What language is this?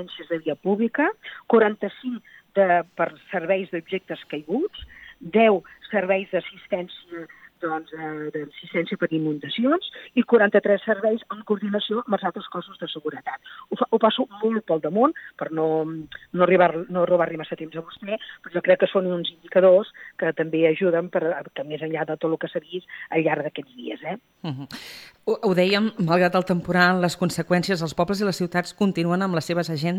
Catalan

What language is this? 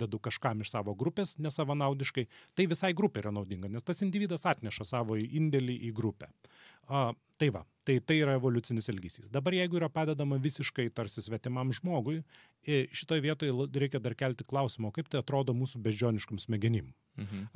Lithuanian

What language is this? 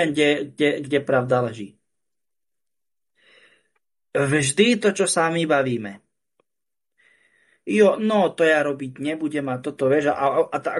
Slovak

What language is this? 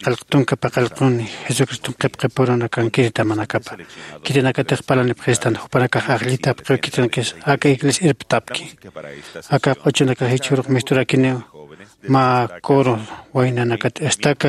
Aymara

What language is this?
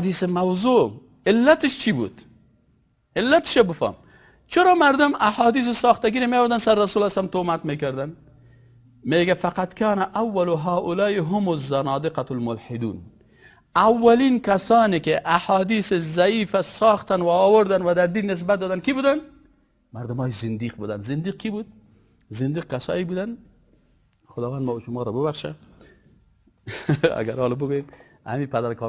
Persian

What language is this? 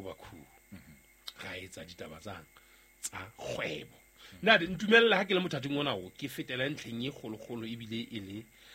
Southern Sotho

